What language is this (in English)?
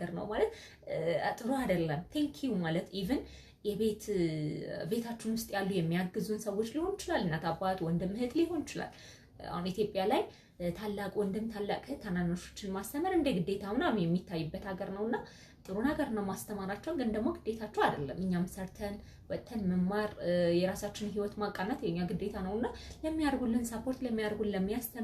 Amharic